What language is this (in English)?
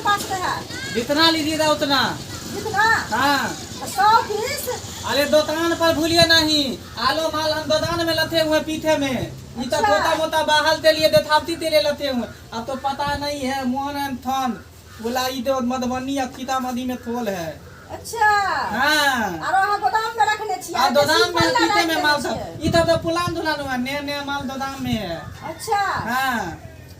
Maithili